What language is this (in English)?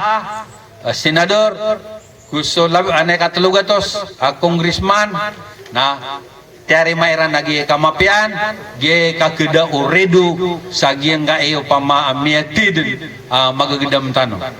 Maranao